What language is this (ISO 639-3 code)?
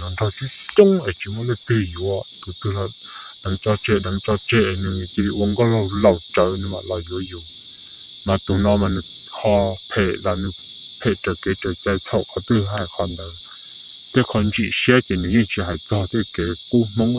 hmn